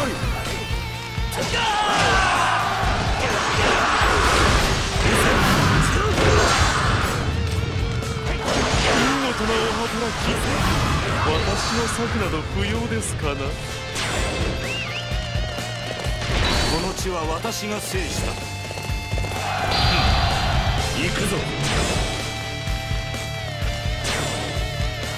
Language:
Japanese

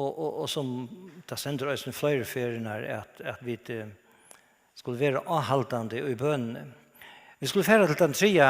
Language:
Faroese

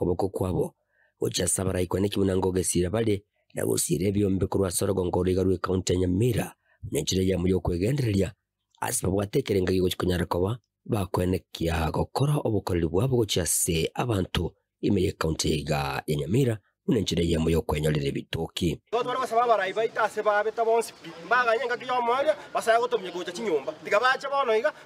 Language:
Gusii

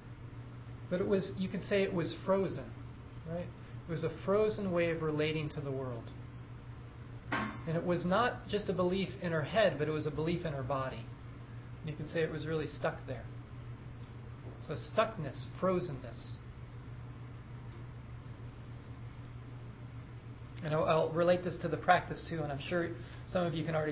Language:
English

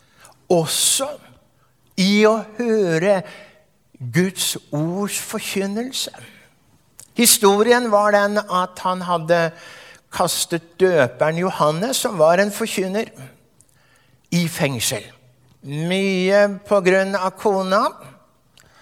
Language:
Norwegian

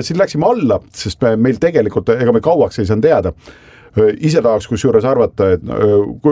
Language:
Estonian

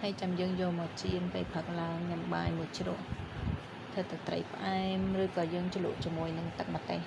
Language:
Khmer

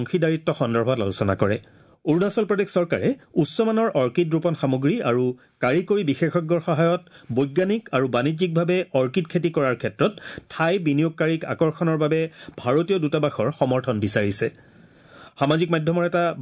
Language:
Assamese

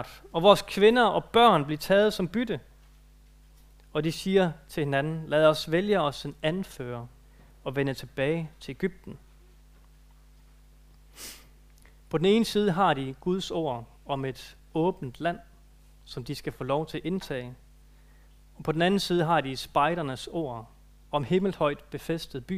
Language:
Danish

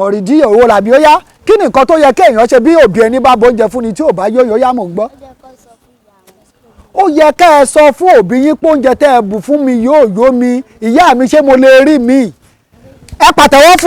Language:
Yoruba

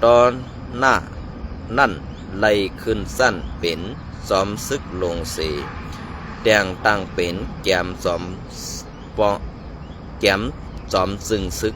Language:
Shan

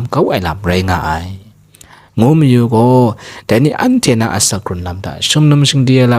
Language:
Kachin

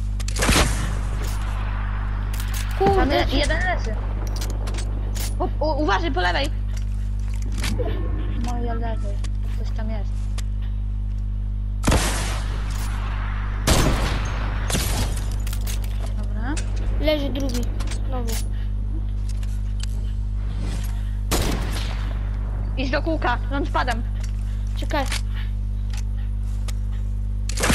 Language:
Polish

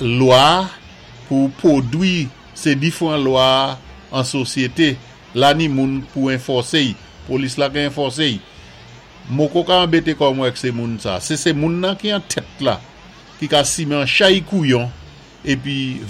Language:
Saint Lucian Creole French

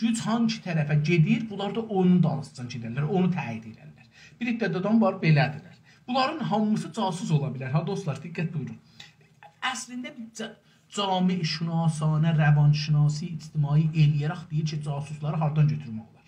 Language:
South Azerbaijani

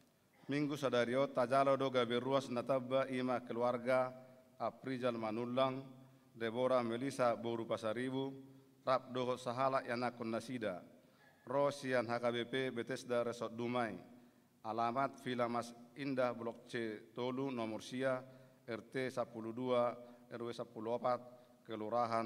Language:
Batak Toba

